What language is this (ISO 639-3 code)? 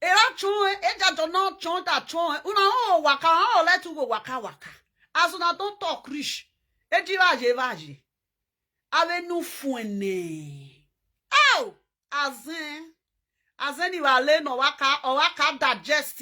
pcm